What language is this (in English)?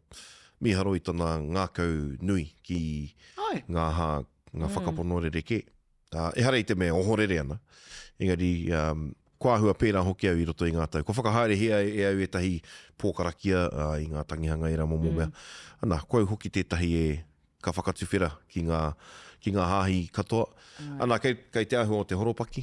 Māori